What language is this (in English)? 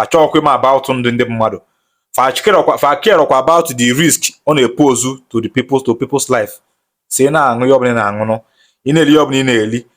Igbo